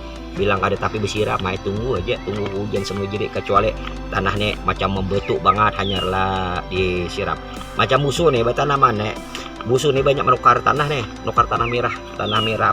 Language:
Banjar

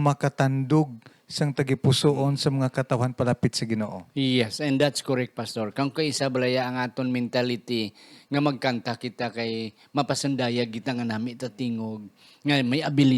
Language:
Hiligaynon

